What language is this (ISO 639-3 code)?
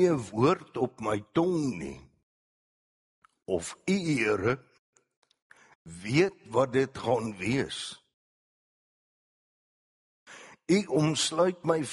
afr